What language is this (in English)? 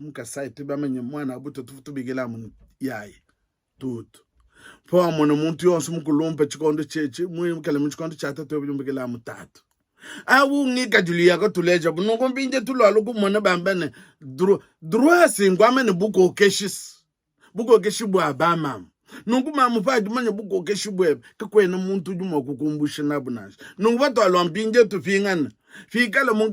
Luba-Lulua